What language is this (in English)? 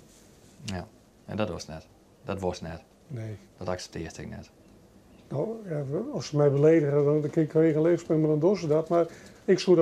Western Frisian